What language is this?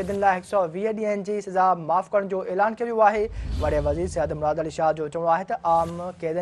Sindhi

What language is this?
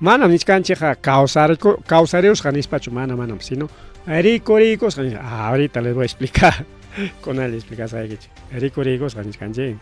Ayacucho Quechua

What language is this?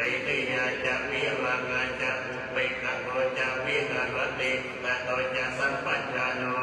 Pali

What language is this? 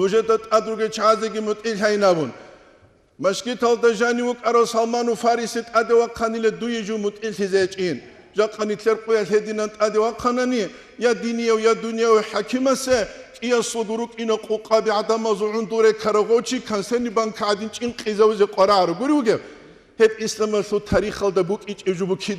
Avaric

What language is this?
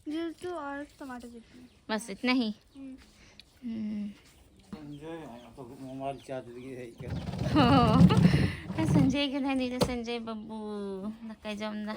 Santali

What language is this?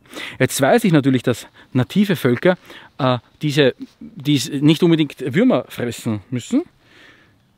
German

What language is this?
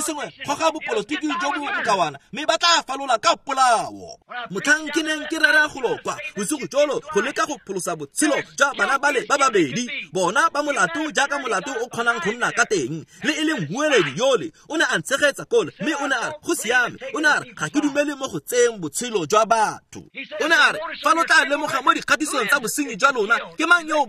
Tswana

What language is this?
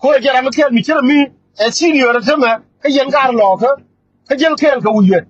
Nuer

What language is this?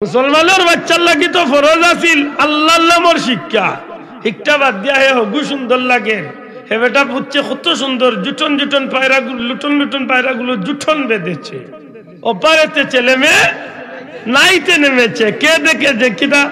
Sylheti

